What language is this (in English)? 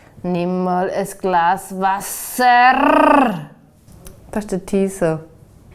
Swiss German